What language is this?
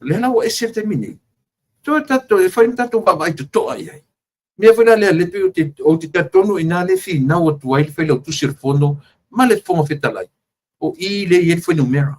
Samoan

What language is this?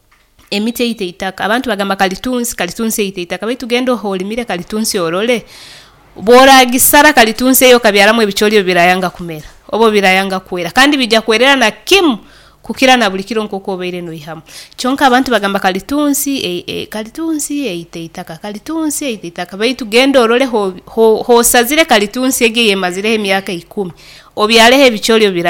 Nyoro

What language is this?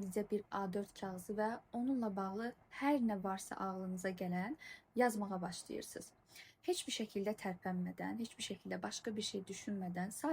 Azerbaijani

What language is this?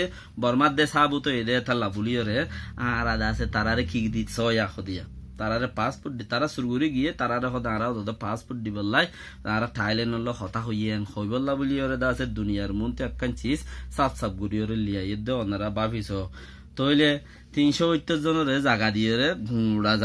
Rohingya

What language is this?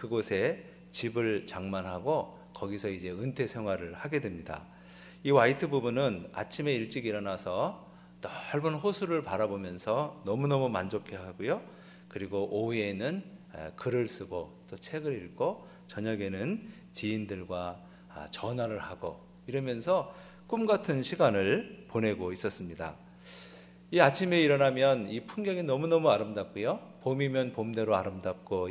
Korean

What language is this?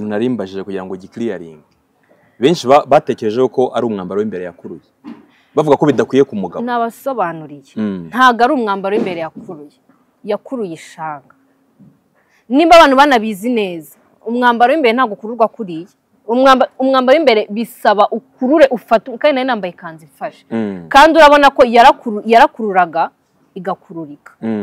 Kinyarwanda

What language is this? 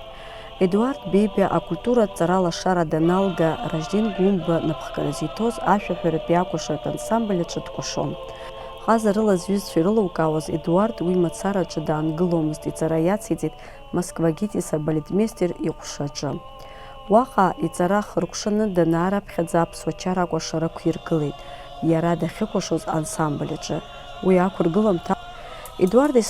Abkhazian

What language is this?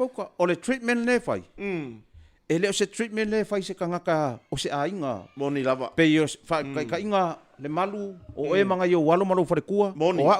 Samoan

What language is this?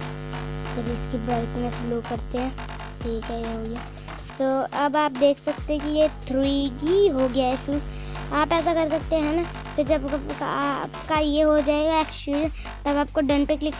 Hindi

